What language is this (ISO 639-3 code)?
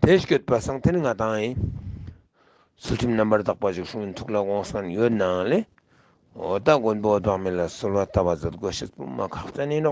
lbj